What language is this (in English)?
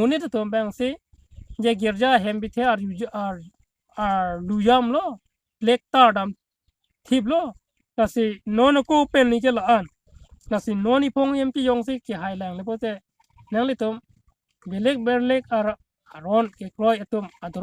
Karbi